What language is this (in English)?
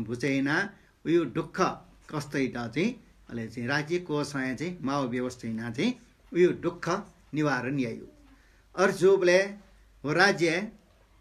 Newari